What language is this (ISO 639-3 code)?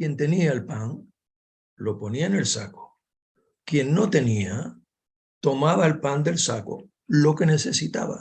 lad